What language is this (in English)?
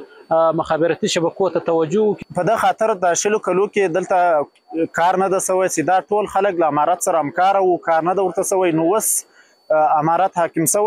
Pashto